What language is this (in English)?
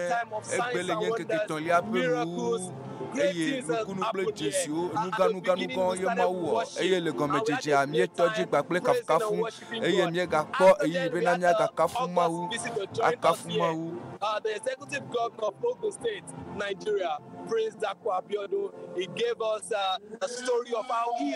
Ewe